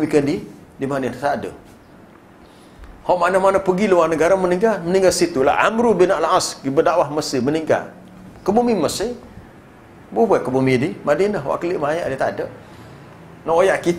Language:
Malay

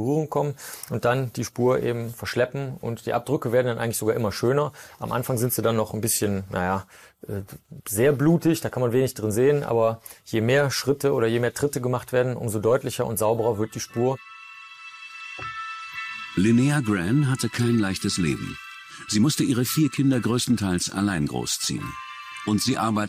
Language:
German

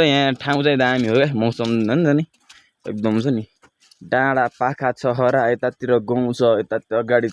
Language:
Nepali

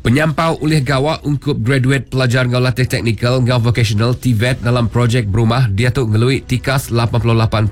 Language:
Iban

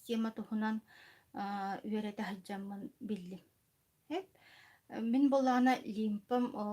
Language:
Yakut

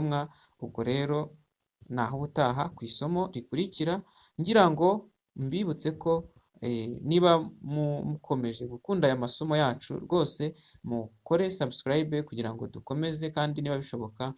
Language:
Kinyarwanda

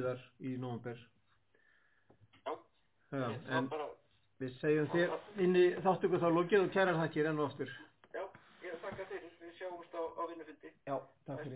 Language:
Icelandic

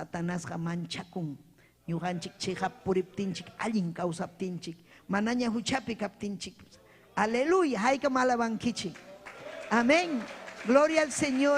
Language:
Ayacucho Quechua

